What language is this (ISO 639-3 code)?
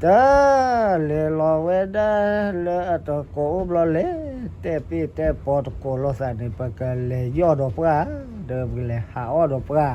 ksw